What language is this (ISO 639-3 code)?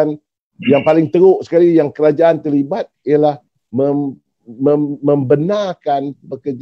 msa